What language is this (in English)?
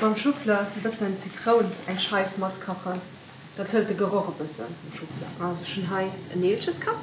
Luxembourgish